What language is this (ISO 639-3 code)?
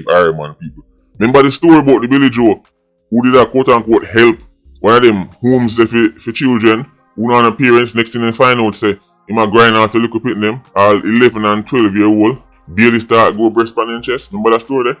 jam